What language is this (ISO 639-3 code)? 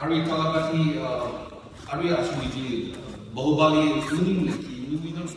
nmf